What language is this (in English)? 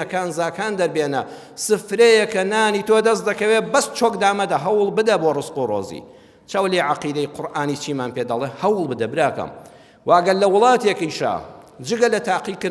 Central Kurdish